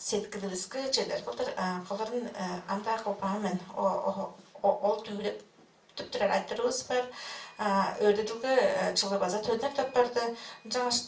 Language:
Tuvinian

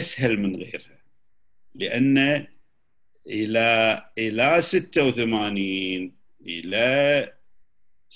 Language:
Gulf Arabic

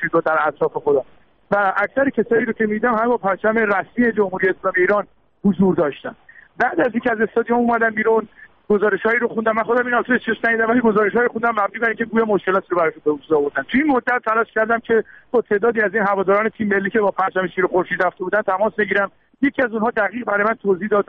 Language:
Persian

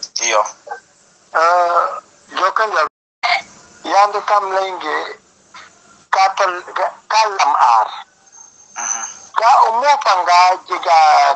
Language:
Serer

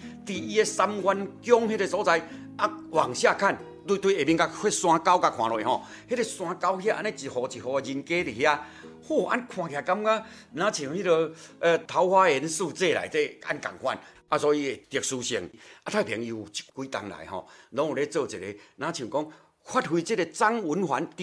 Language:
Min Nan Chinese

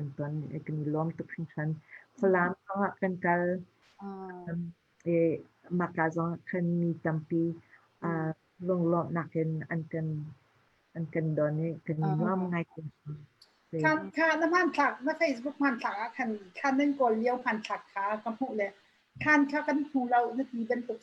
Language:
Hakha Chin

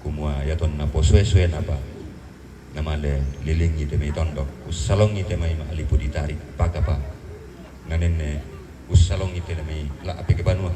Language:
Toraja-Sa'dan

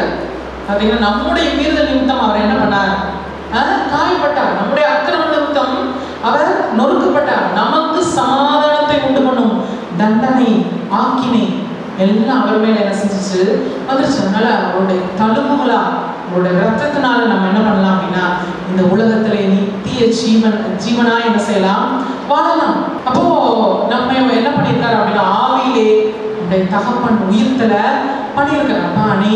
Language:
Tamil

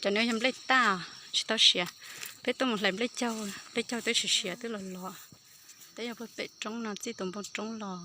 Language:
Hmong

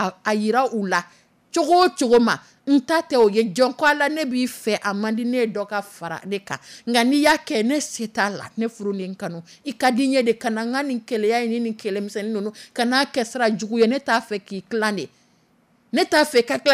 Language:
Dyula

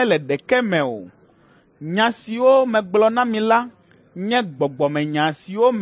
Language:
Ewe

